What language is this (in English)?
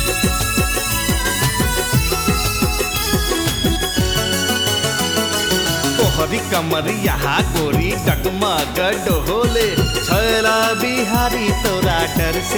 Bhojpuri